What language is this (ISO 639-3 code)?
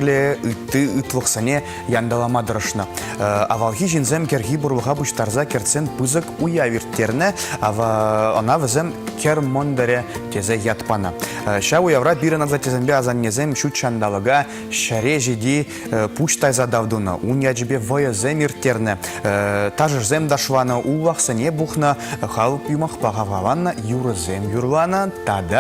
chv